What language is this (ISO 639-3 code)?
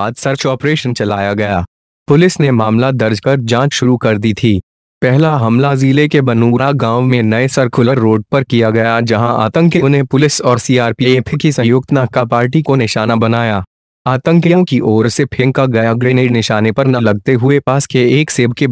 hin